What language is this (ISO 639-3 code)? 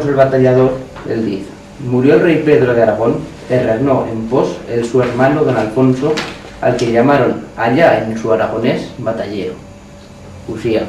arg